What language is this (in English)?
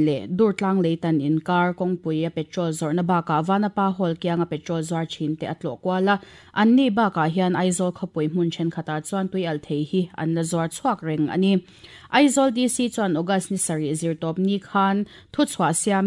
Mizo